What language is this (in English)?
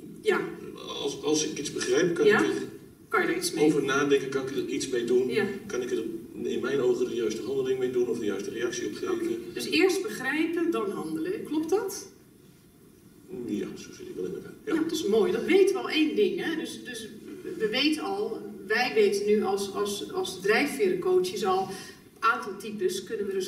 Dutch